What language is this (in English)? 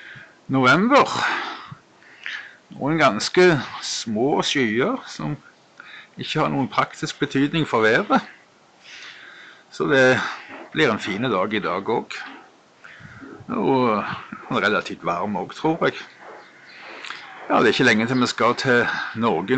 Norwegian